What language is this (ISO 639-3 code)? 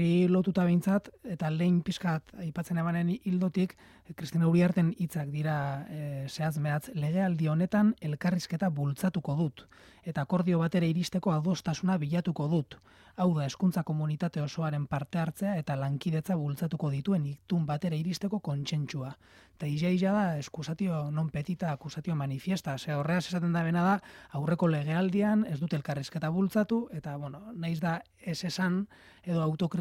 eus